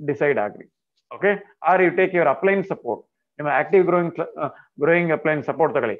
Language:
Kannada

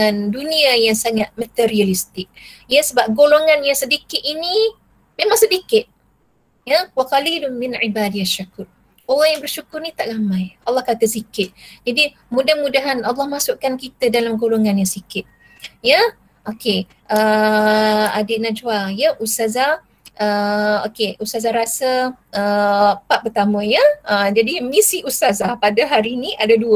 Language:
Malay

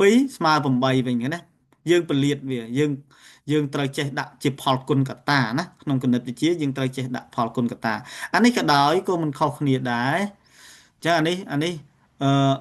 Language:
Khmer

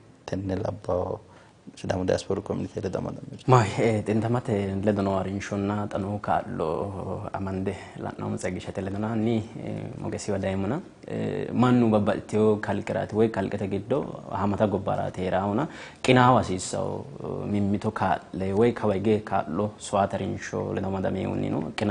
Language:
Sidamo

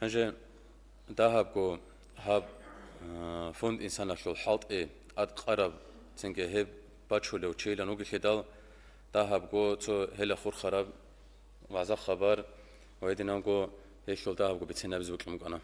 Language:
Avaric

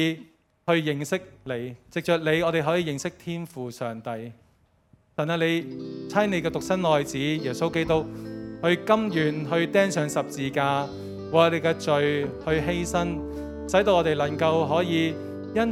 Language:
Cantonese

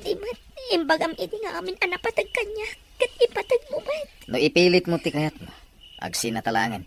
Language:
Iloko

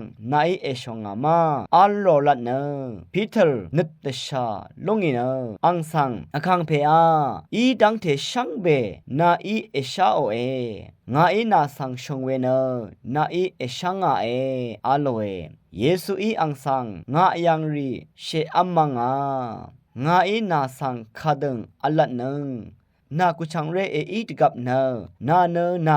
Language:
Rawang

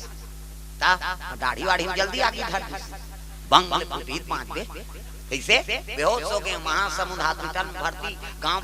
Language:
Chhattisgarhi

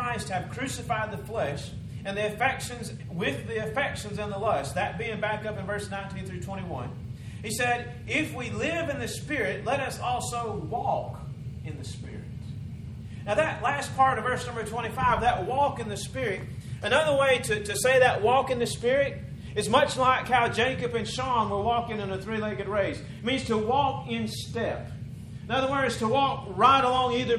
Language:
English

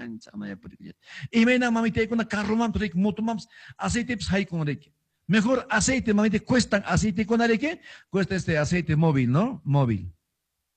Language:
Quechua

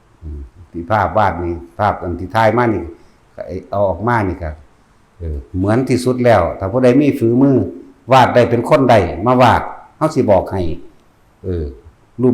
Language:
Northeastern Thai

